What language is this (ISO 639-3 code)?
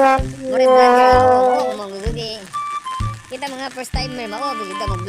ceb